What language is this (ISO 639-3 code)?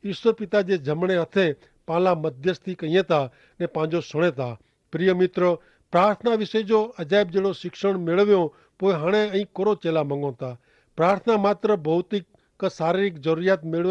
kfr